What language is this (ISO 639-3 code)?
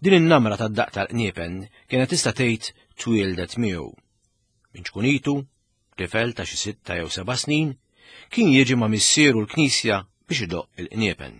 mlt